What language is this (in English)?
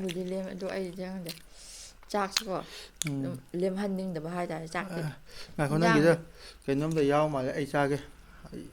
Manipuri